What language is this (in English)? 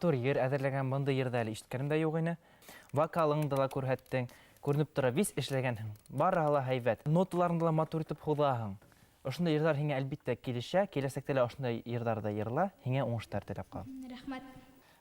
Bashkir